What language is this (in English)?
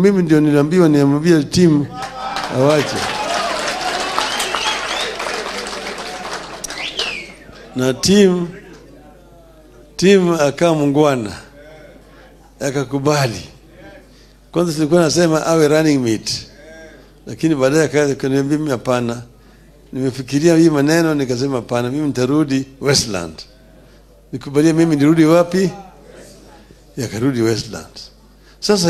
Swahili